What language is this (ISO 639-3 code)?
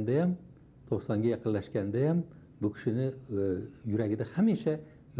uzb